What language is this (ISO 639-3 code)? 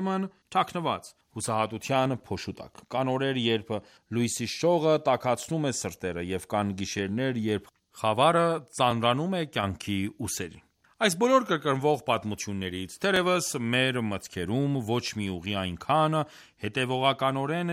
hye